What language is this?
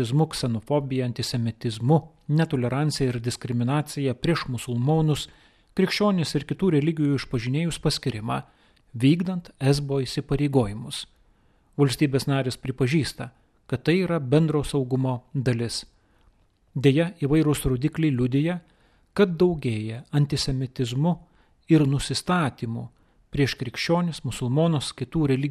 Lithuanian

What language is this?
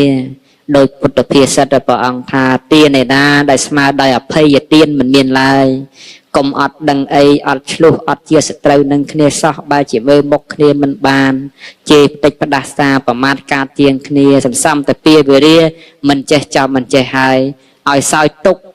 Khmer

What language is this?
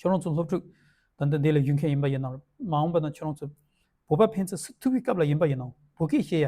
Tibetan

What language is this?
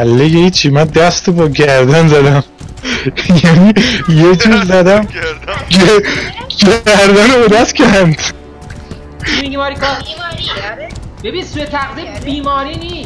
Persian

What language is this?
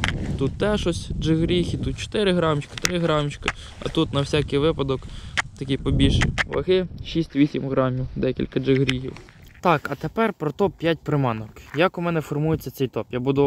Ukrainian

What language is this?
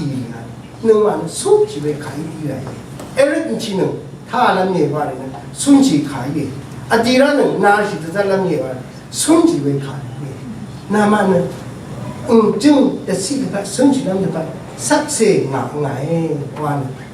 Rawang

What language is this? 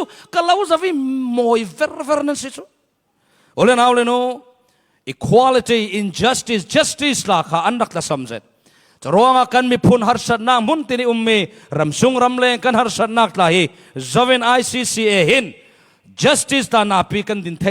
Falam Chin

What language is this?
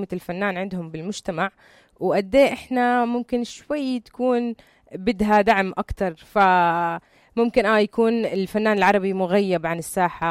North Levantine Arabic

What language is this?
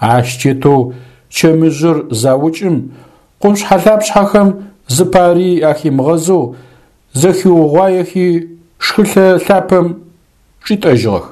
Adyghe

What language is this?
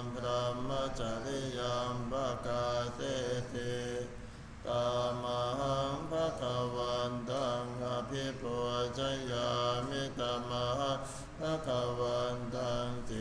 Pali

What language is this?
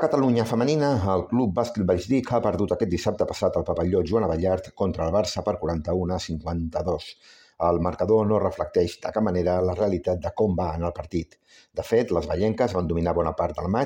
Catalan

